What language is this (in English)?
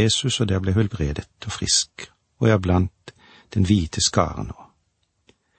Norwegian